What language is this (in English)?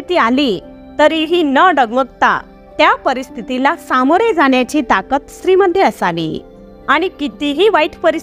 Marathi